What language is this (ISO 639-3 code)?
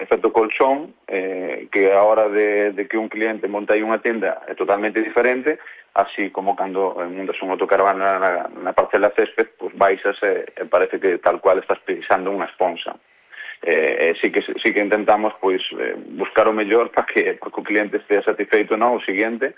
glg